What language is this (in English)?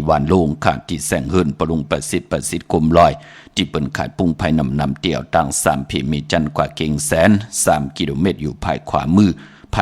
Shan